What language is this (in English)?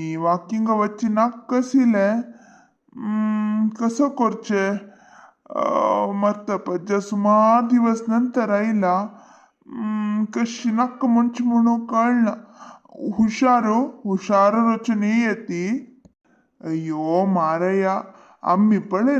Konkani